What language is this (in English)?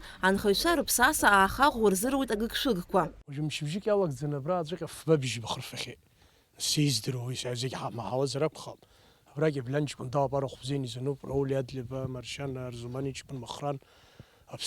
Abkhazian